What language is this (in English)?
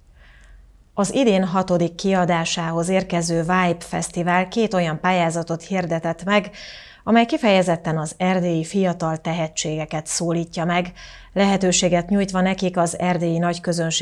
Hungarian